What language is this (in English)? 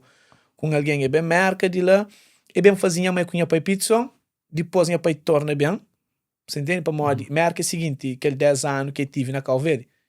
Kabuverdianu